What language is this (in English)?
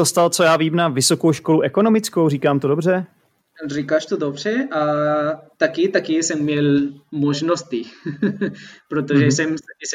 Czech